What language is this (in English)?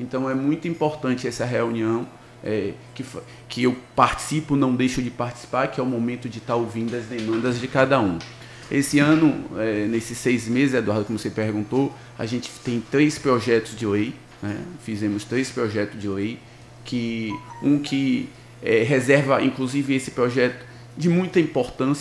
Portuguese